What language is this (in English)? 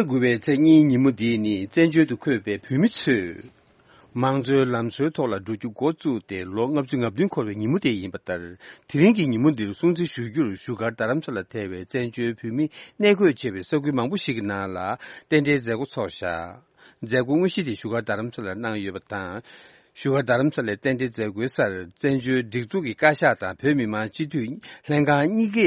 Tibetan